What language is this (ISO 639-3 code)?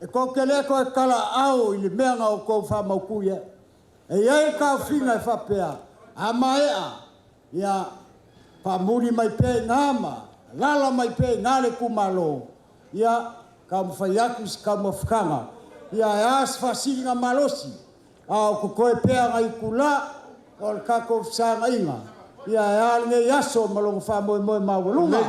smo